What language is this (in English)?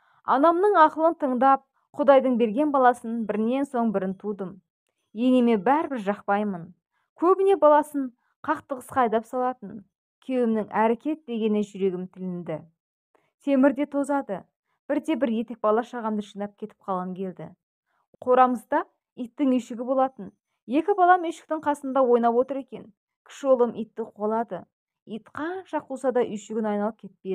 Kazakh